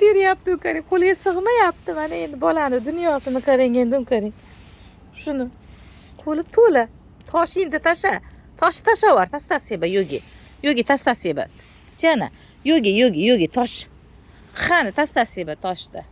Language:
Uzbek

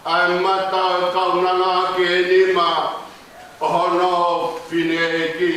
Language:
Tongan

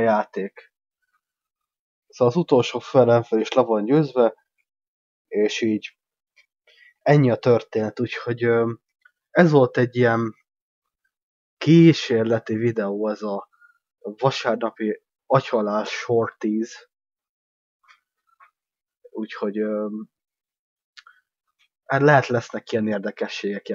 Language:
Hungarian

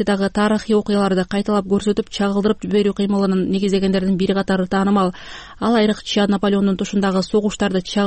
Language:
Kyrgyz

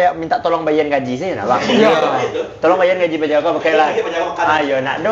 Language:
Minangkabau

